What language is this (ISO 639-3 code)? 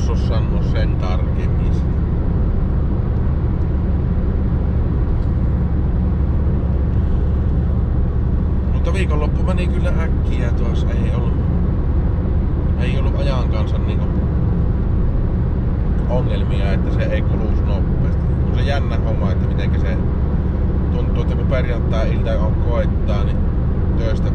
fin